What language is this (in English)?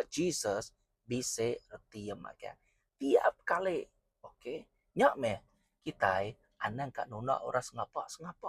Iban